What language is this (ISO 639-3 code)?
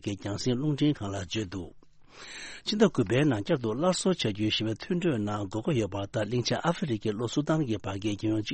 bod